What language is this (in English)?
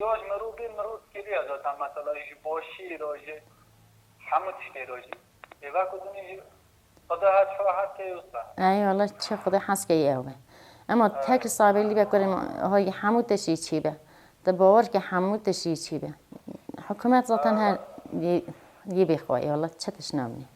Kurdish